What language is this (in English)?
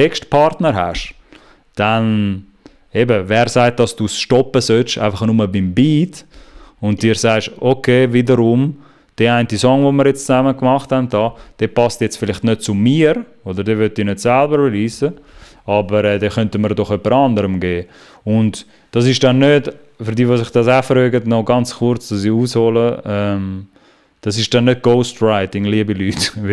Swiss German